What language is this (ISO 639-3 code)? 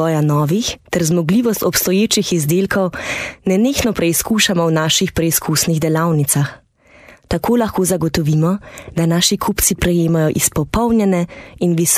slv